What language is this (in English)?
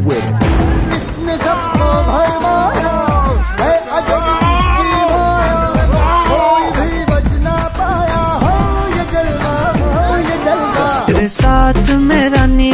Hindi